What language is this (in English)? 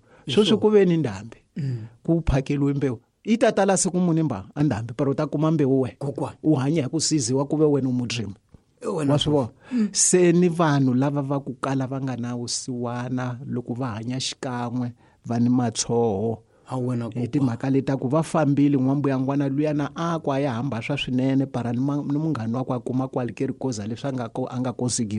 Tsonga